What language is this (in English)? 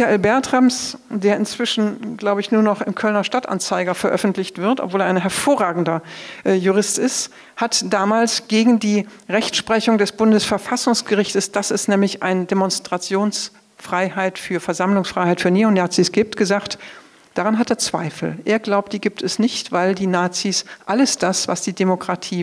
German